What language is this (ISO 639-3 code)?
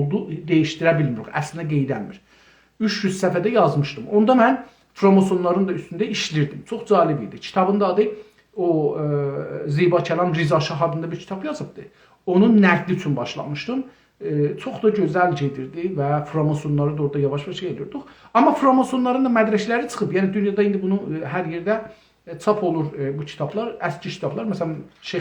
azb